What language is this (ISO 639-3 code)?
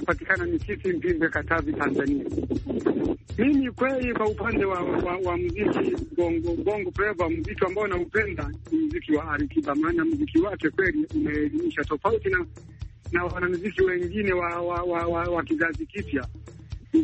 swa